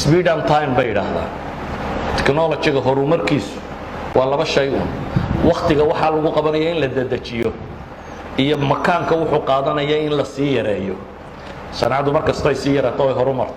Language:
Somali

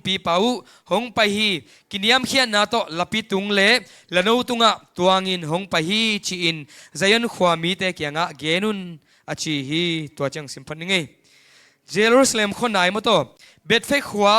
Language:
Tedim Chin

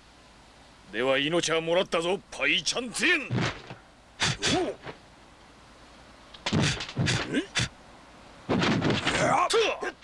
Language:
Japanese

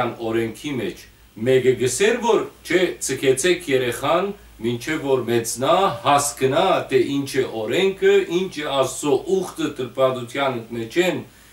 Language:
Western Armenian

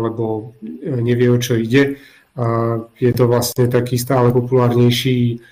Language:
Slovak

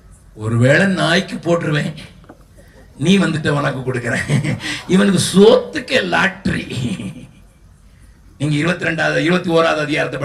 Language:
Tamil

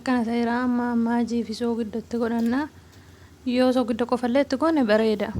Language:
Oromo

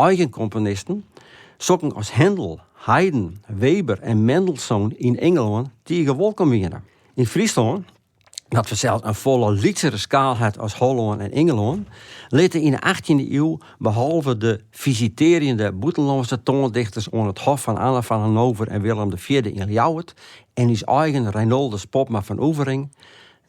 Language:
Western Frisian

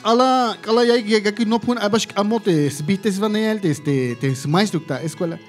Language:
Tzeltal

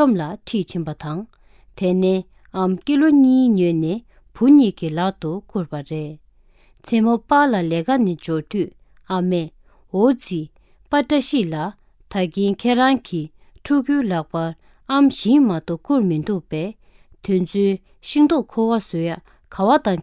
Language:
Tibetan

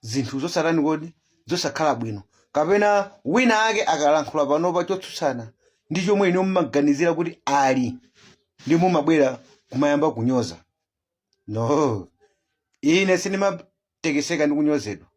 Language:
Nyanja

